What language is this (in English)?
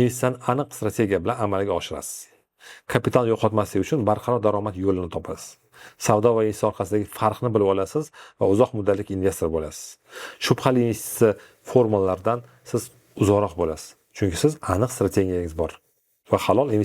Uzbek